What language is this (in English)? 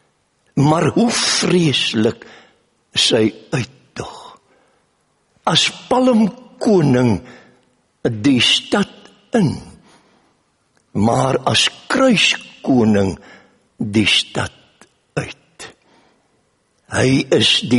Afrikaans